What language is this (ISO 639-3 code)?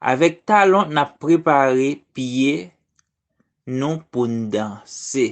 hat